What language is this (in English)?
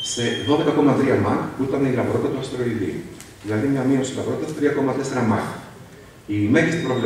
Greek